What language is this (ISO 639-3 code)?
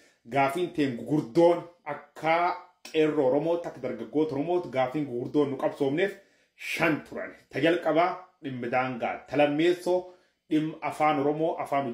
orm